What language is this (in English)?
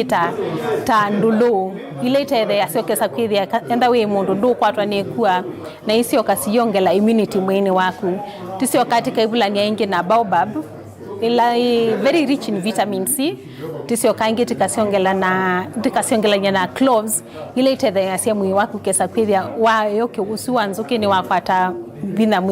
Kamba